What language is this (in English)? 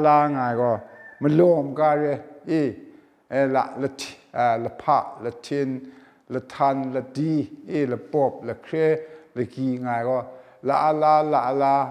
Kachin